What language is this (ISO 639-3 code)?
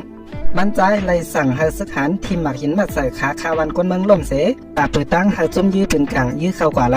shn